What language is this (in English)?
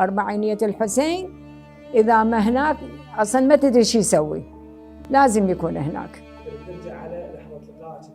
Mesopotamian Arabic